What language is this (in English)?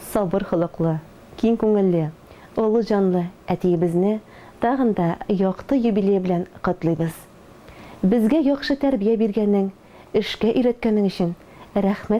Tatar